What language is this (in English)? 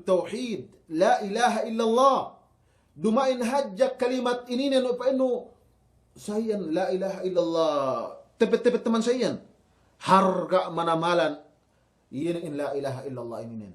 Yakan